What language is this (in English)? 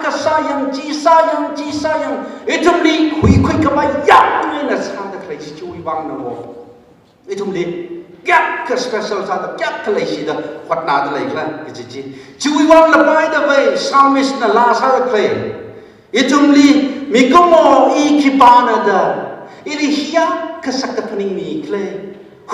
Tangkhul Naga (India)